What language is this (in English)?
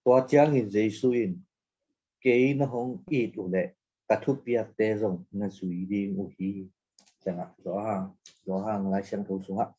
Tedim Chin